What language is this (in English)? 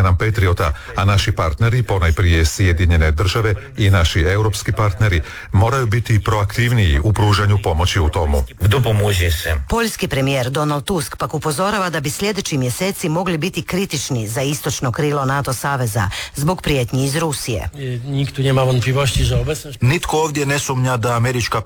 Croatian